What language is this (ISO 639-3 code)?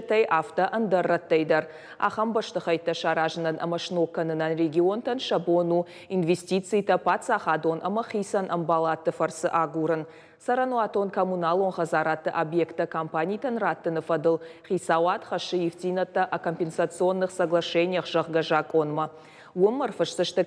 oss